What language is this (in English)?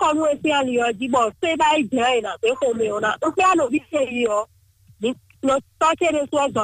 Fon